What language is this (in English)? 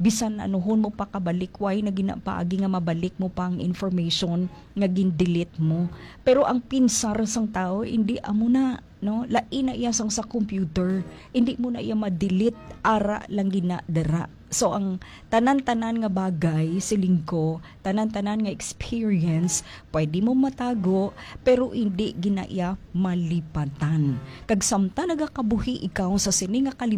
Hiligaynon